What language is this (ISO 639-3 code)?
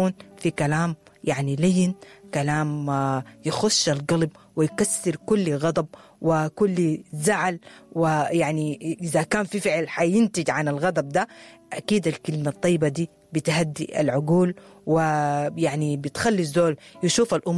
apd